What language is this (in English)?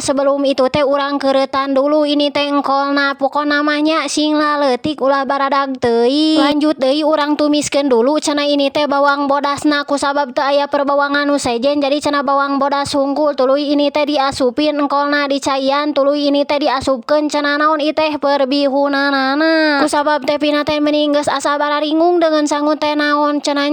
Sundanese